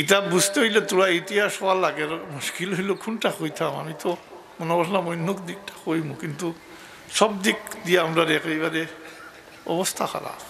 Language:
Sylheti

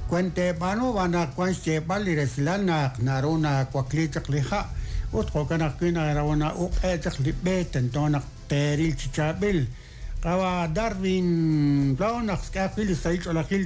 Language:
Kekchí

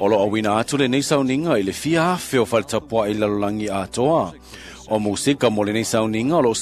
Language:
Samoan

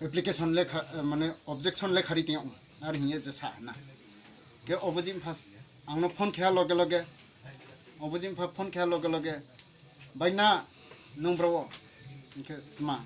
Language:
Riang (India)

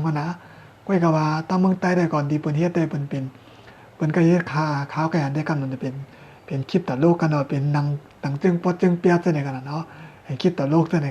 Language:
Shan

